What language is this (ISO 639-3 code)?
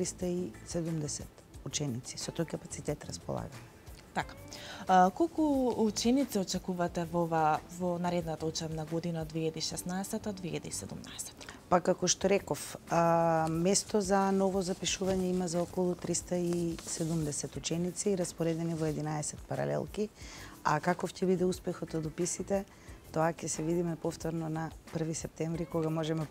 mkd